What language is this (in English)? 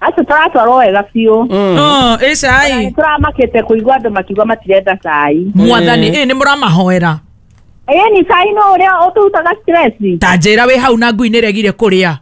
Kikuyu